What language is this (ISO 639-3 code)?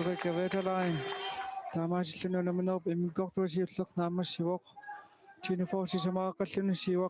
kal